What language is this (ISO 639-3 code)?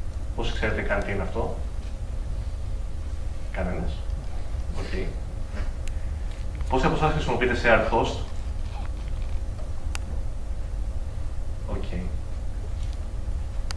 ell